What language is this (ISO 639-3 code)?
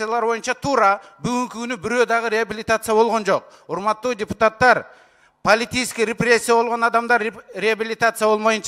kir